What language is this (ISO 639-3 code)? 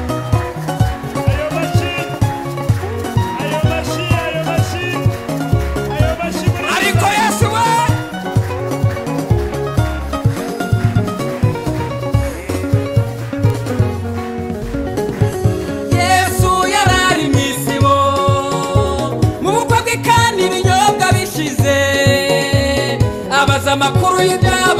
kin